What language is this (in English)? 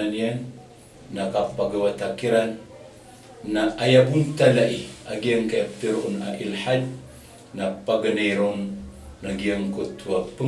Maranao